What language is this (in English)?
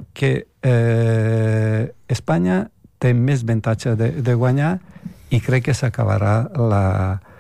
Catalan